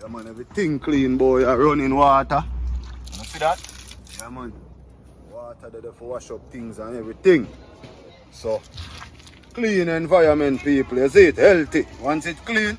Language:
Jamaican Creole English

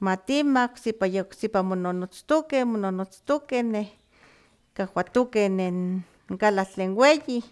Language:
Slovenian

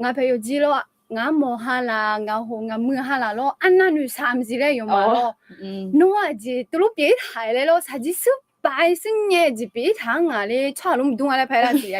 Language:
Akha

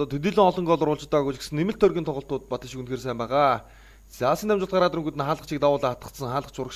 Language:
Mongolian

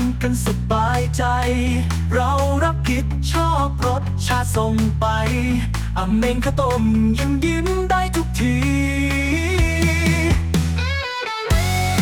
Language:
Thai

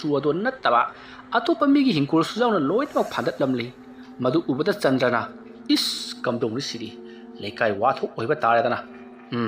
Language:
Manipuri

